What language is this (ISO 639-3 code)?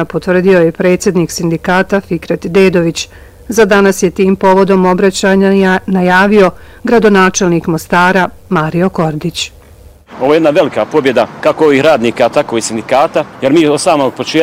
bos